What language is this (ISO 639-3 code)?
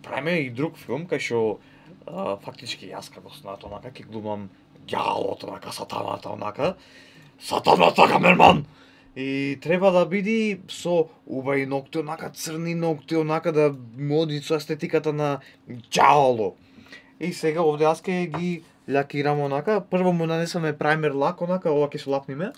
mkd